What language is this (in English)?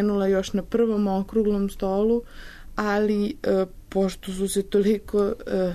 Serbian